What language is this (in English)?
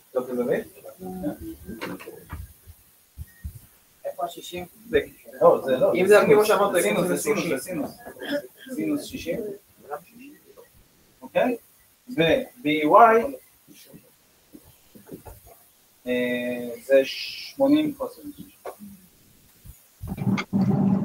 Hebrew